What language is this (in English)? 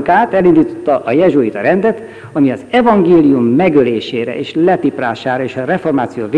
Hungarian